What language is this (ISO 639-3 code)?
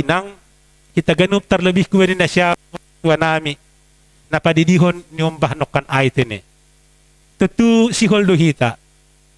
bts